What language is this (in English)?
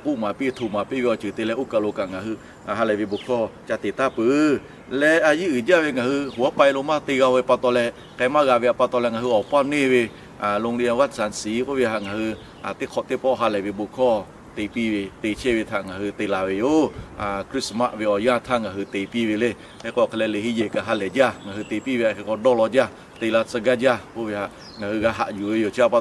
Lahu